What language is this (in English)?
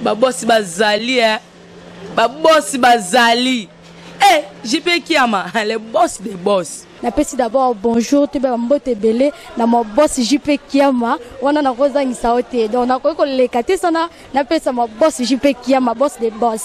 Lingala